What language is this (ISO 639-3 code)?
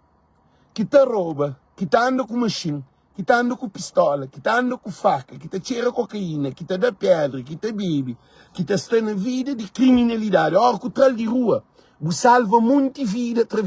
kea